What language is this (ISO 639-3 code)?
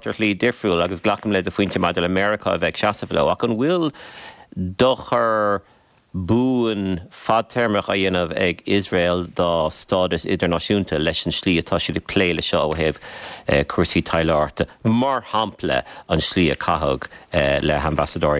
gle